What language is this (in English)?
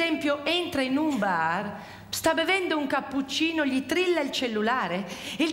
Italian